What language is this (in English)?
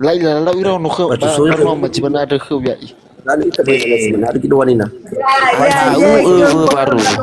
Nias